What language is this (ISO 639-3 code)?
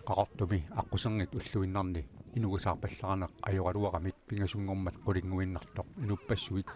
kal